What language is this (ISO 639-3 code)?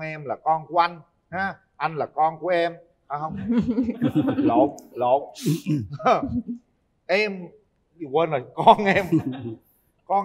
vie